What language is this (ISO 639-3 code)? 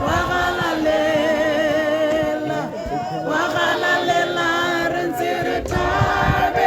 tsn